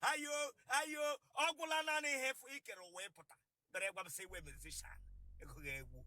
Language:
Igbo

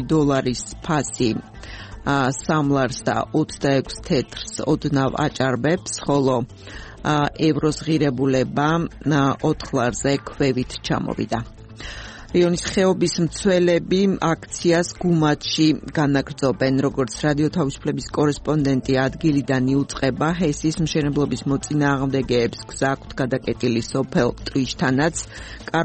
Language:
Georgian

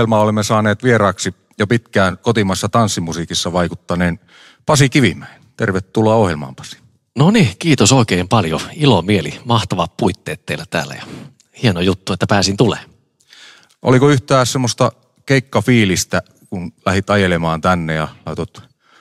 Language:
Finnish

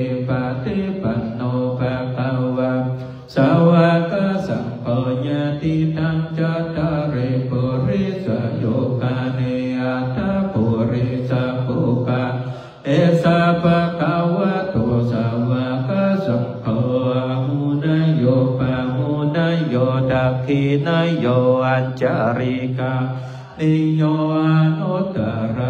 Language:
Pali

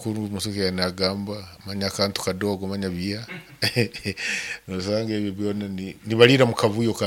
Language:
Nyoro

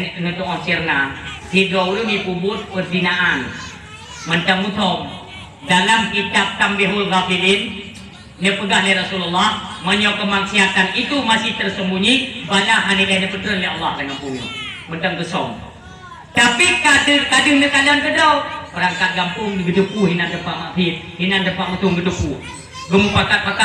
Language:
Achinese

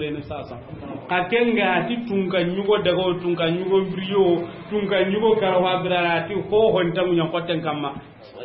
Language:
Soninke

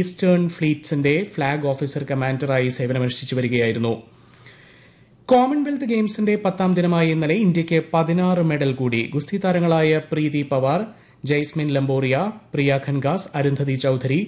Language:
Malayalam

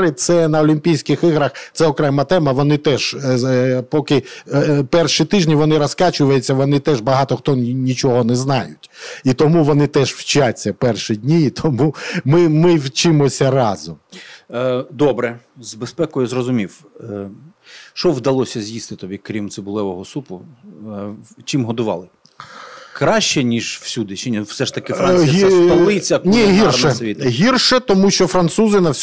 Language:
Ukrainian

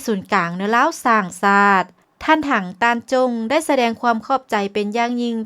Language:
Lao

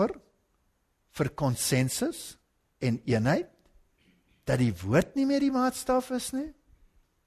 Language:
Afrikaans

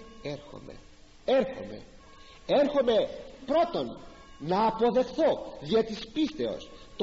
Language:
Greek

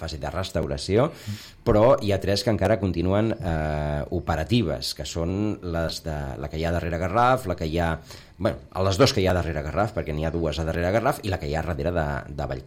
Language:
Catalan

